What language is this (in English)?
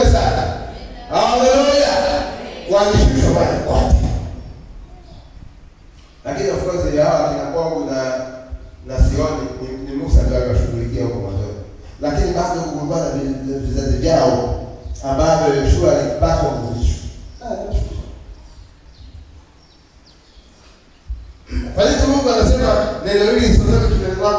Swahili